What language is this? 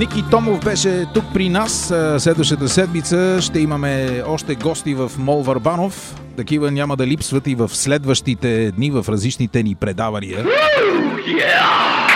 Bulgarian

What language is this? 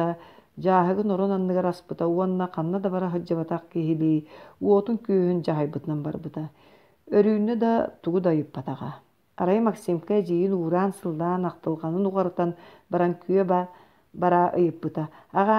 Yakut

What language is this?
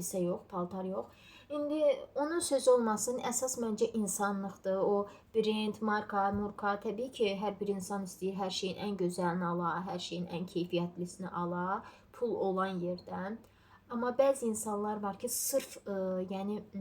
Azerbaijani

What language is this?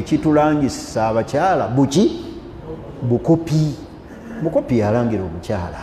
Ganda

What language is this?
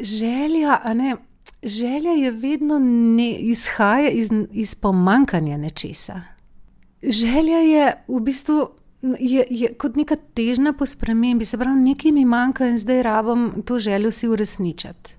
Slovenian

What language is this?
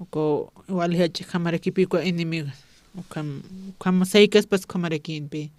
Aymara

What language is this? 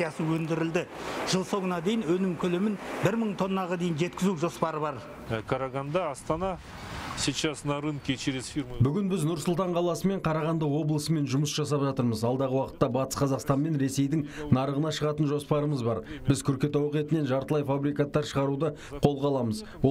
Kazakh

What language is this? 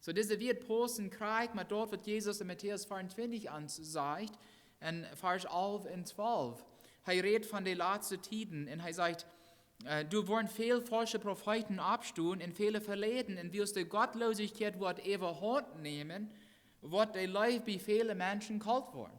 Plautdietsch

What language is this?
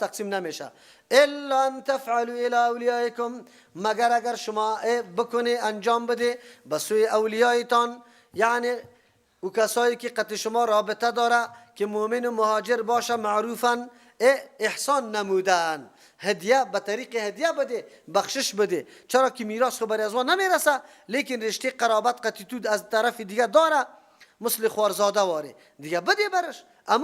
Persian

